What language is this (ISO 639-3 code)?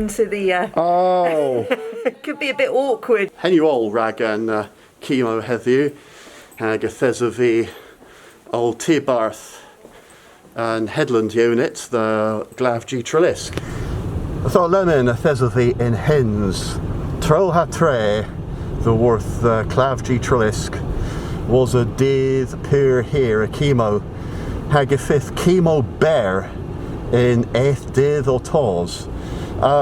cor